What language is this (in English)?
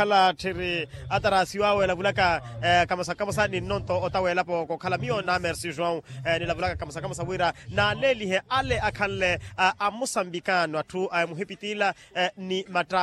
Makhuwa